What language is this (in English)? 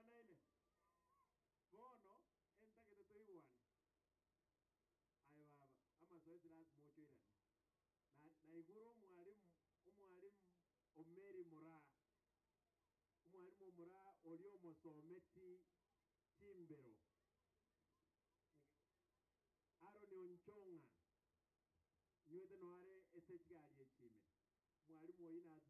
Gusii